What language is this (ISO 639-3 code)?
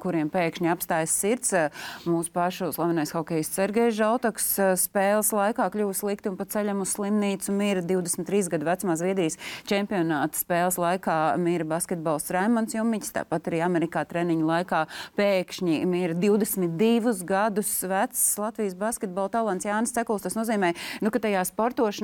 lav